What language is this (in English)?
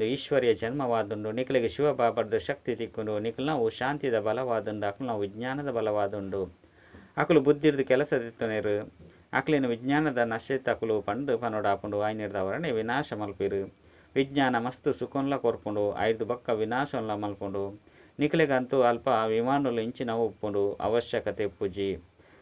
Tulu